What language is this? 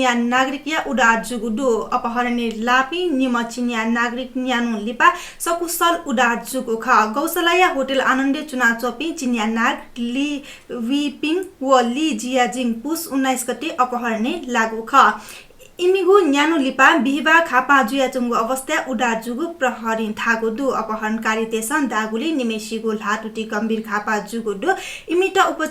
Newari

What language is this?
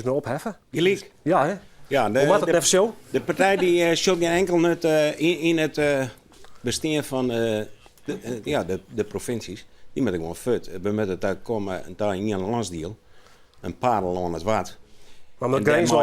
Western Frisian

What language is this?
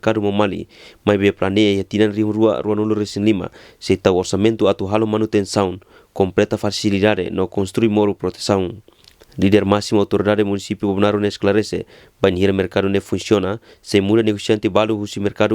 Tetum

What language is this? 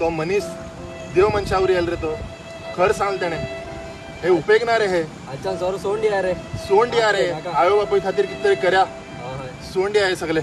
Konkani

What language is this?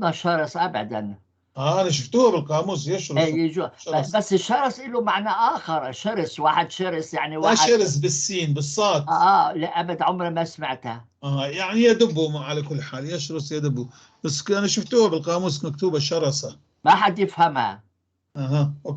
North Levantine Arabic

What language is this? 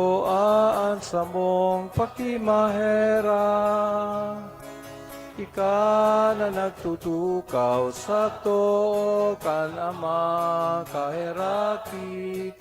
Bikol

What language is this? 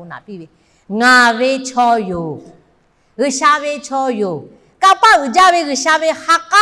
Lahu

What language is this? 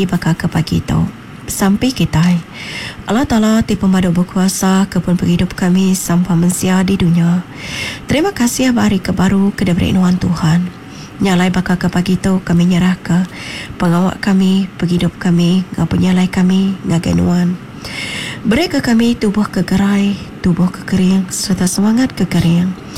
Iban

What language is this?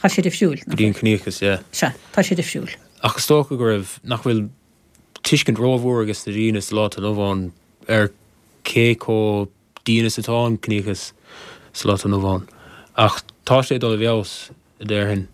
Irish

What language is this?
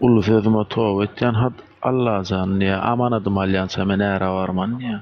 Turkmen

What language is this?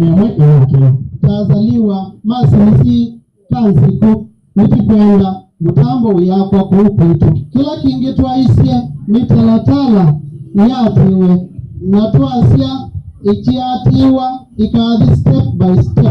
Kamba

